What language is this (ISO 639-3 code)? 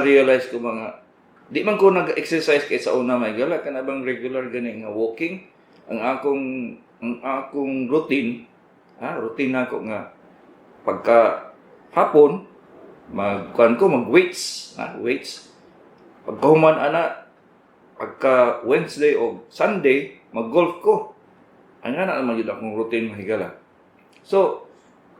ceb